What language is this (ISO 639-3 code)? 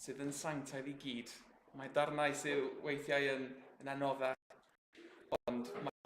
cym